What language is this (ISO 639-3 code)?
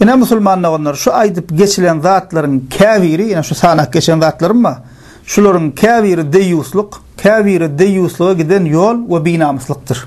tuk